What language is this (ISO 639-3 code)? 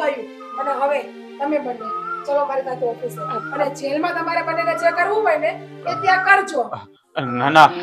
guj